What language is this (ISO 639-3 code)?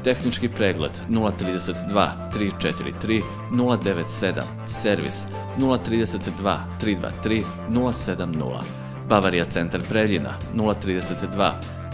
srp